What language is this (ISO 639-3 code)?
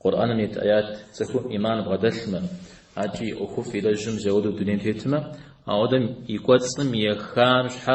kbd